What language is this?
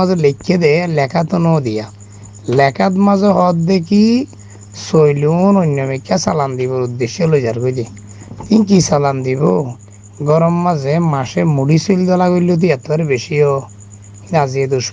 Rohingya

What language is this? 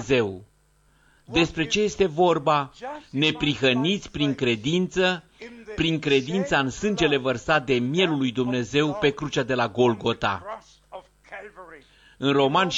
Romanian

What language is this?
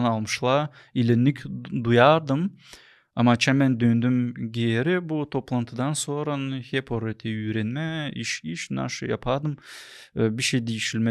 Gagauz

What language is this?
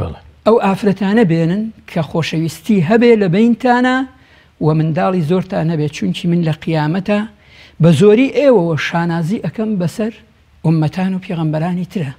Central Kurdish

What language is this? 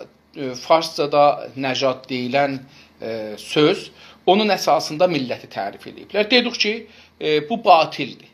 South Azerbaijani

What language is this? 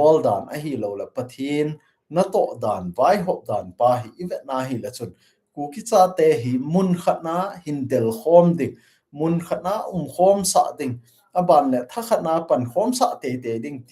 Thado Chin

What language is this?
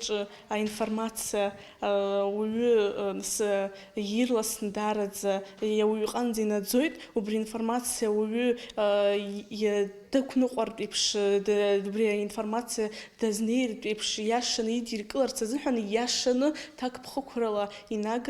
Abkhazian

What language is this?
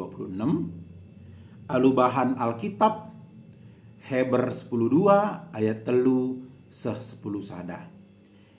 Batak Karo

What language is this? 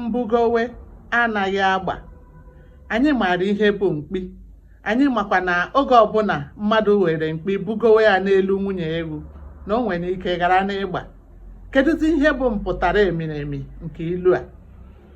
Igbo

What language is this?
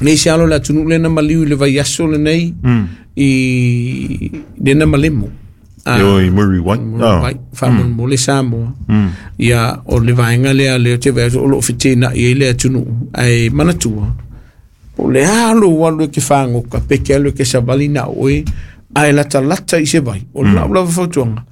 Samoan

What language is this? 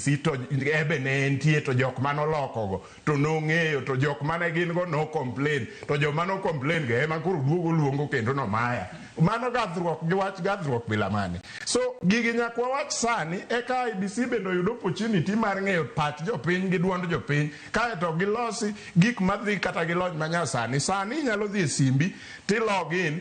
Luo (Kenya and Tanzania)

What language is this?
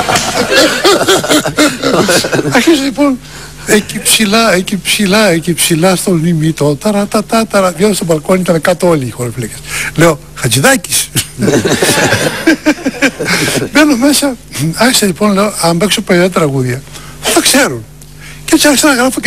Greek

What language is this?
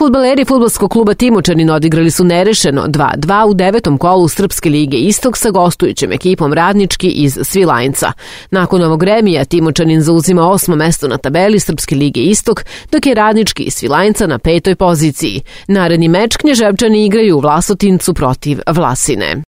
Serbian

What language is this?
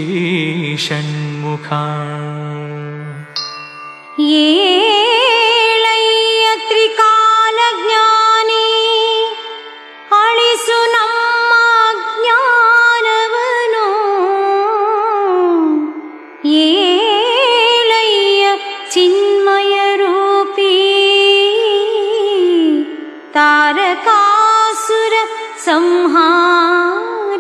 Kannada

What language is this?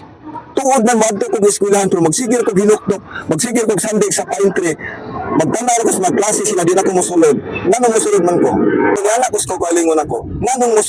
Cebuano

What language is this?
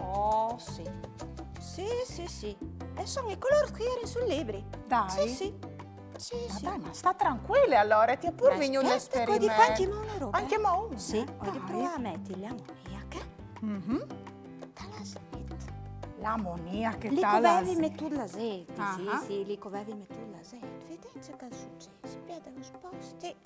Friulian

